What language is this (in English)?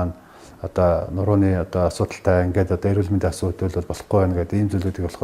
Mongolian